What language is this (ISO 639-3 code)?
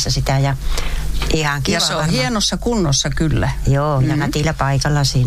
fin